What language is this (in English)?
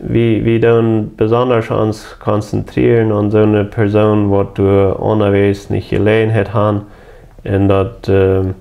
Plautdietsch